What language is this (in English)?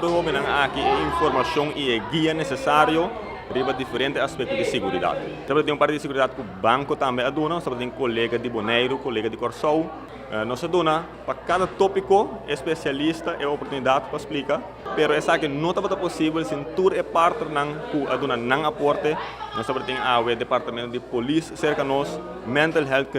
Papiamento